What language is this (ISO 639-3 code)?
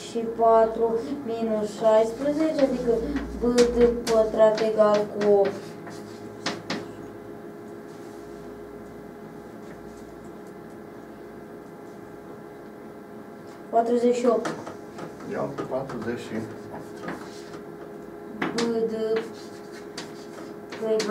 ron